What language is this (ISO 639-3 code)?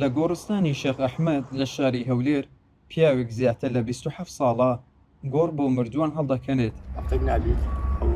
ckb